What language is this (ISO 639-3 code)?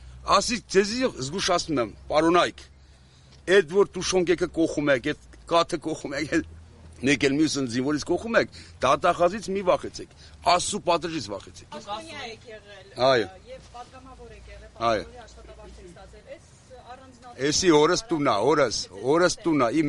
hye